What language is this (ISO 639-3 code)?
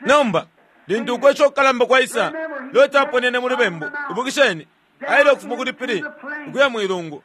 bem